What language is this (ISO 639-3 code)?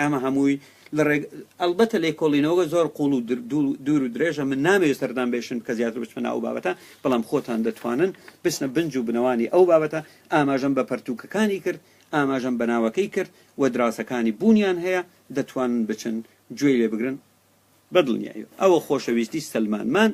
ckb